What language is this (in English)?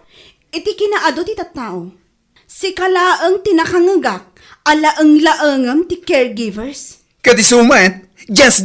Iloko